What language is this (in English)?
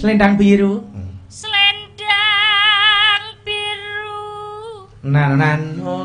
Javanese